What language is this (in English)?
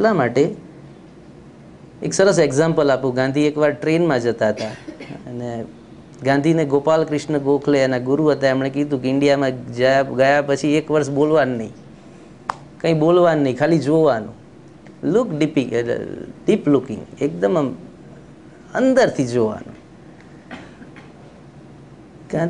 Gujarati